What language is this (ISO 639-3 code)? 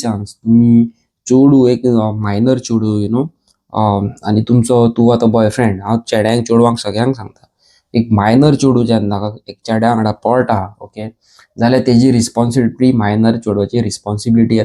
kok